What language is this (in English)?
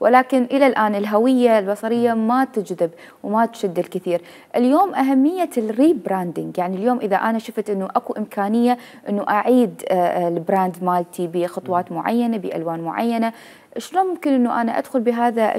Mesopotamian Arabic